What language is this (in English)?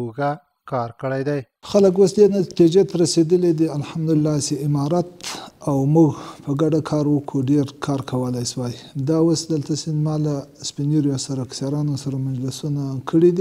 Pashto